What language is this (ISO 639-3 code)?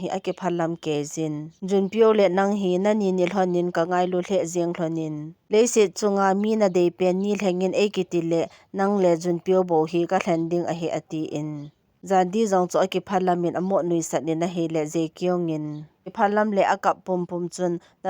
tcz